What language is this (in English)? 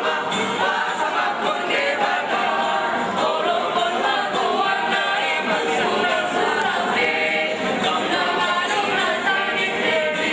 Batak Toba